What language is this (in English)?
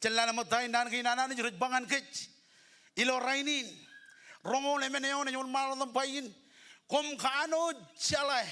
Marshallese